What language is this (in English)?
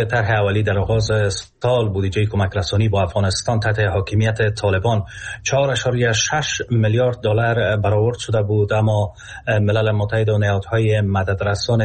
Persian